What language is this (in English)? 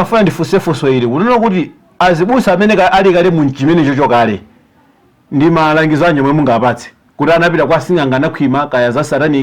Nyanja